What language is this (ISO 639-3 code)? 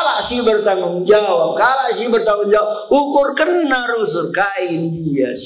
btx